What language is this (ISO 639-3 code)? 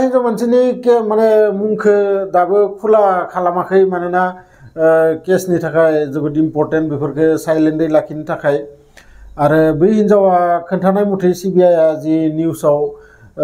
brx